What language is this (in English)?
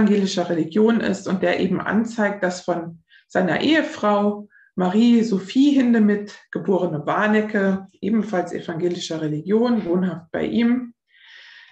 German